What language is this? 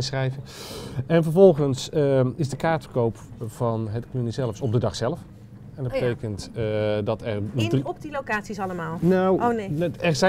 Dutch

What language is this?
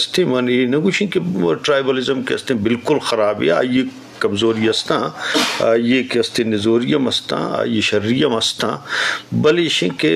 Eastern Balochi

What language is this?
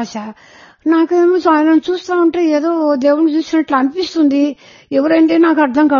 Telugu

